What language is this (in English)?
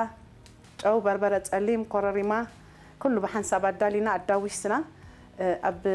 Tigrinya